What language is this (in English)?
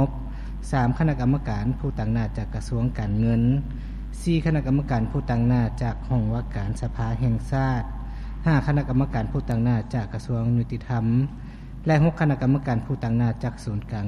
Lao